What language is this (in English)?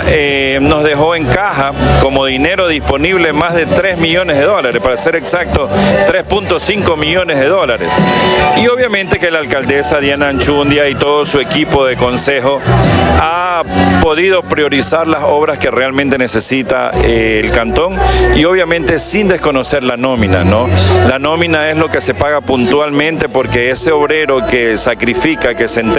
Spanish